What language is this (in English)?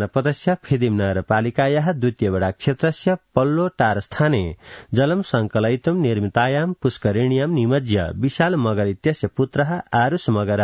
Sanskrit